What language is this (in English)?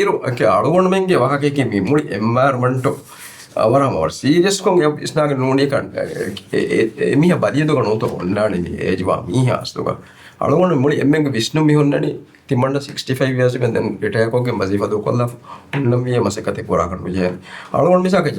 Divehi